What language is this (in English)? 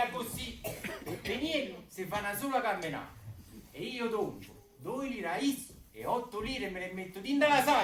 Neapolitan